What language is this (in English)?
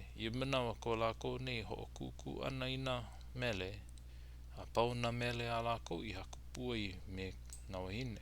Hawaiian